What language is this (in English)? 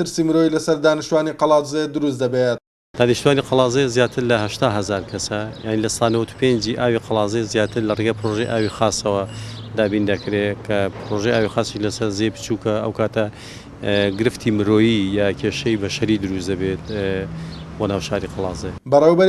Central Kurdish